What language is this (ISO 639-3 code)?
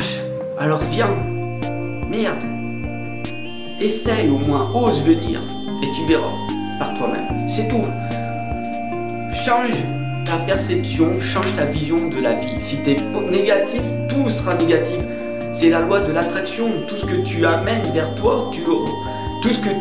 fra